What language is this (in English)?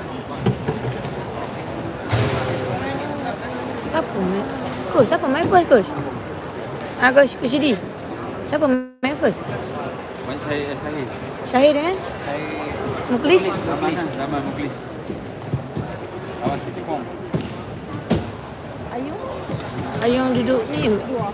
Malay